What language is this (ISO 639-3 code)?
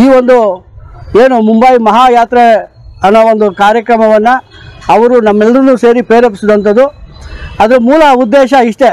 kan